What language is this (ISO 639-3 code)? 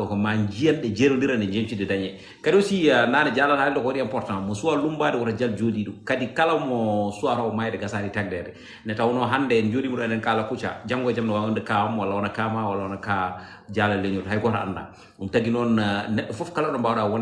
ful